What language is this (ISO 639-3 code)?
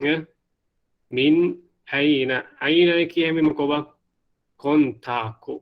div